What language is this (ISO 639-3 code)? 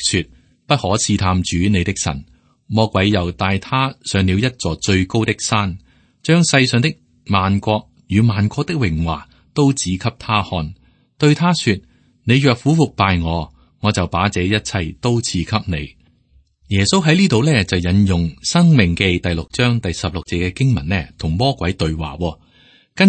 yue